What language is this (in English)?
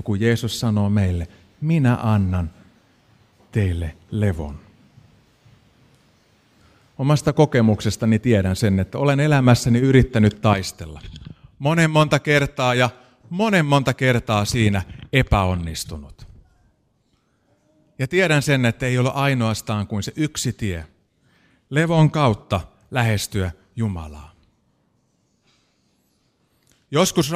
Finnish